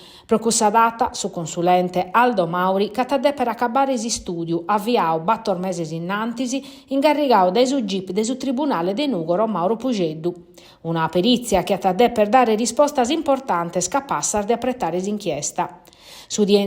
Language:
Sardinian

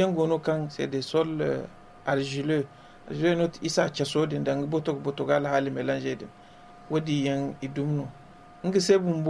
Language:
Zarma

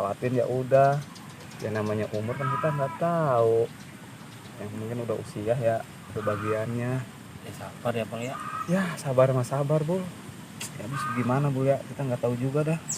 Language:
Betawi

